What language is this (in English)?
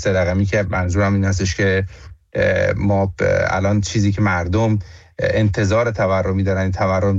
Persian